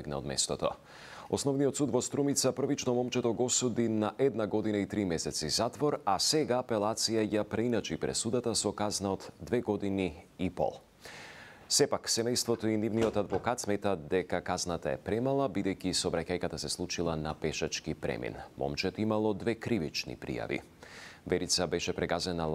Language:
Macedonian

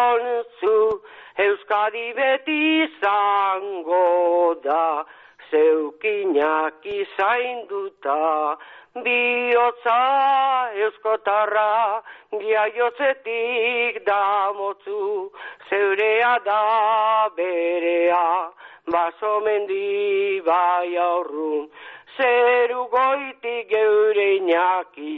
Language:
Basque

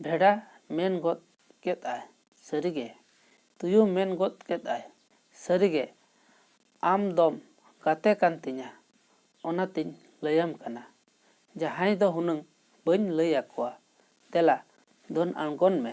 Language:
Santali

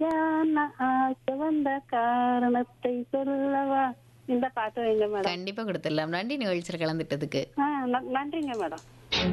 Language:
Tamil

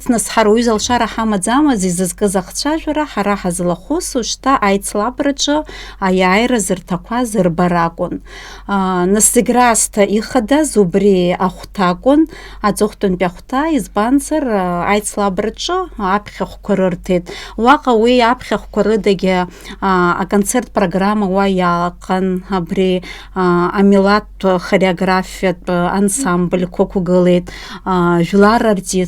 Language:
Abkhazian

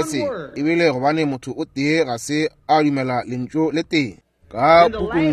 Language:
Northern Sotho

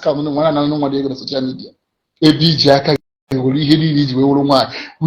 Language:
Igbo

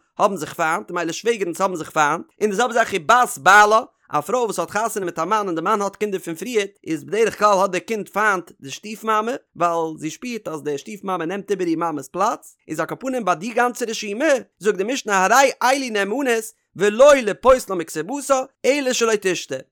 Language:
Yiddish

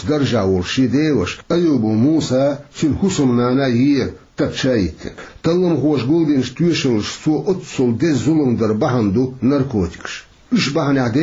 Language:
Chechen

